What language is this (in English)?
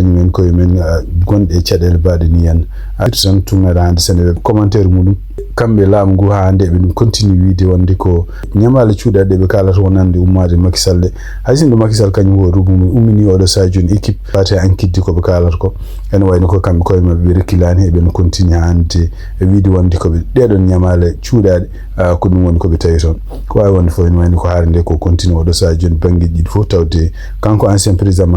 Fula